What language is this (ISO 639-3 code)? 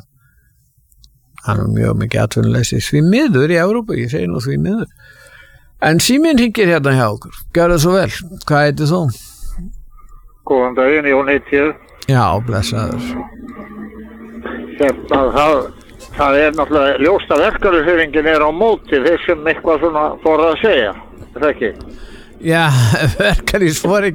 isl